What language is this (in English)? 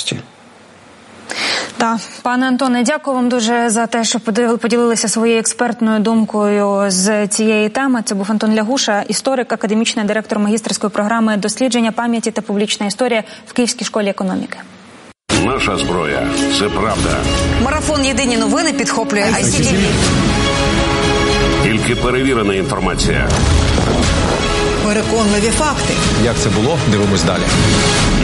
Ukrainian